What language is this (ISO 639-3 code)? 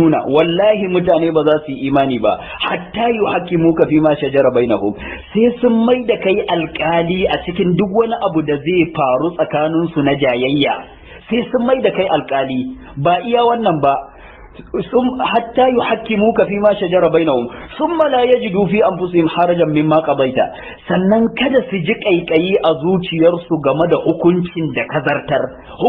hau